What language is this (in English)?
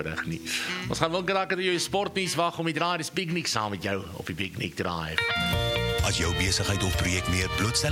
Afrikaans